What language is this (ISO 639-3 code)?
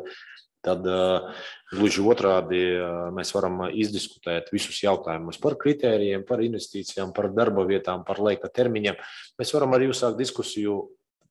lav